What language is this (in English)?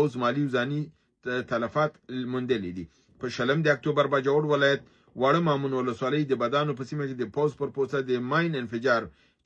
Pashto